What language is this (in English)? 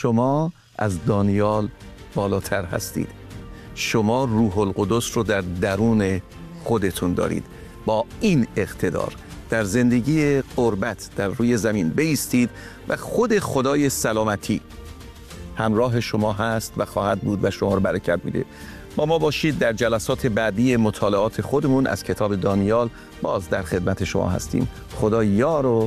Persian